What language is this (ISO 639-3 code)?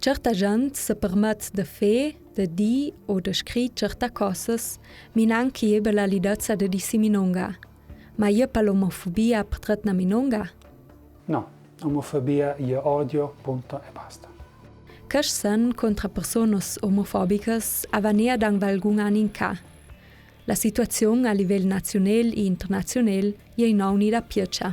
lld